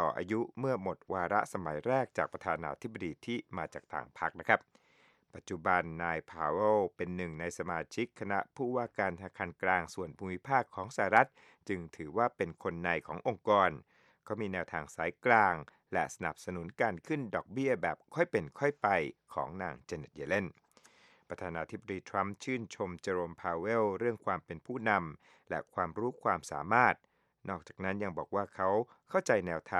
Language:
Thai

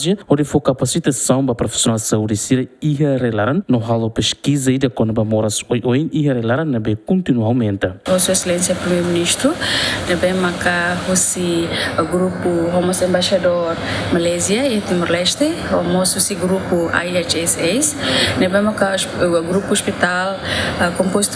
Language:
Tetum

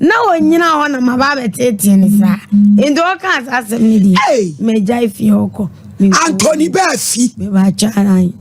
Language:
Akan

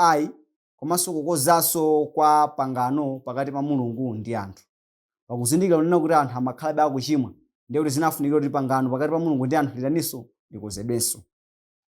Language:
Nyanja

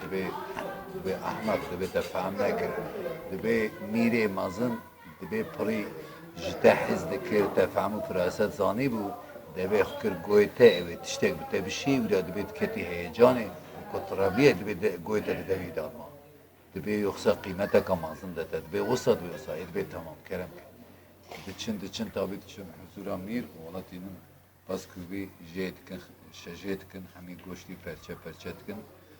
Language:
Kurdish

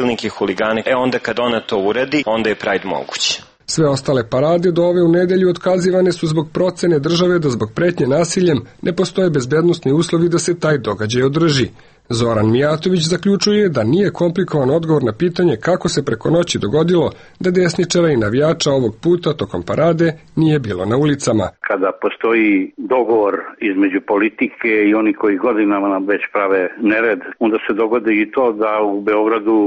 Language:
Serbian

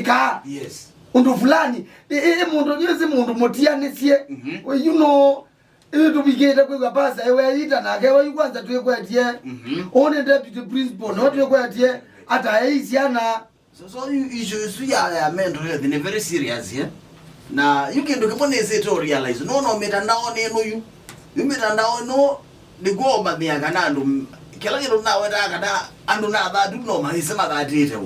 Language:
Kamba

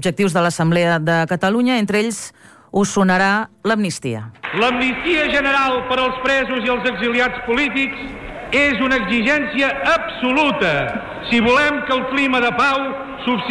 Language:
Catalan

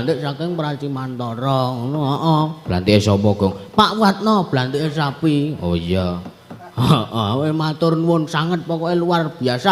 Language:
Javanese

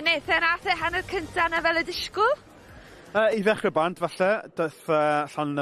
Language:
Welsh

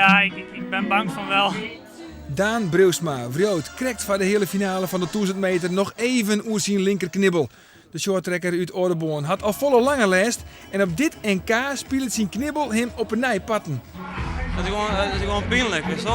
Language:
Western Frisian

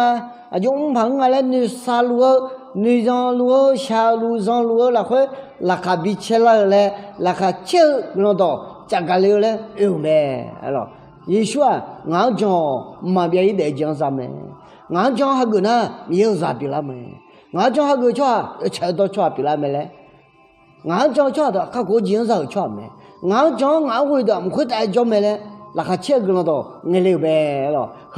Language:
Akha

